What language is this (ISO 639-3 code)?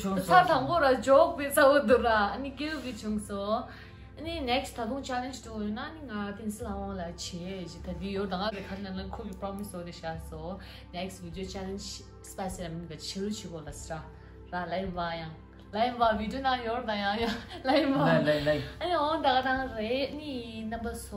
bod